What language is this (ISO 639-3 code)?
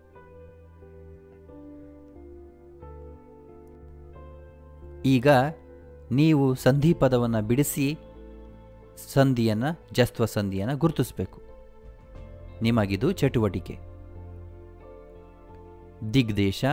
kan